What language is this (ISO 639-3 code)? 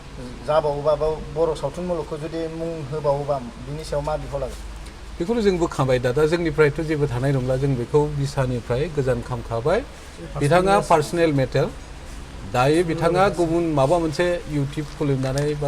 brx